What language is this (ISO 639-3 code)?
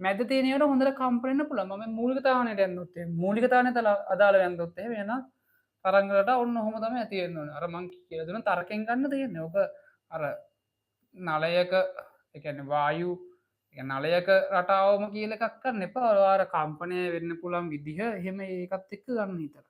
sin